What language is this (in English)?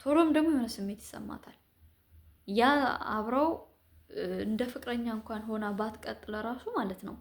Amharic